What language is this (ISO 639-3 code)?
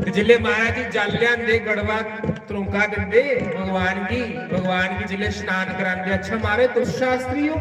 doi